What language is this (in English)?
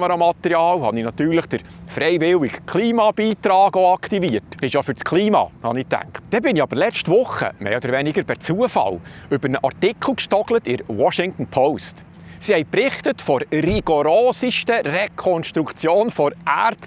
Swiss German